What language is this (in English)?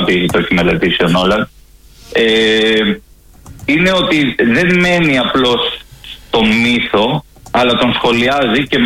Greek